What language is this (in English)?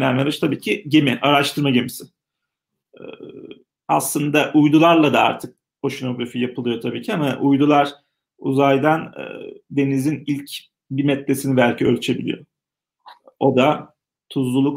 Turkish